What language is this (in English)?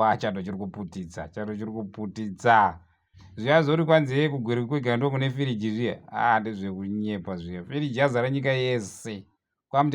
Shona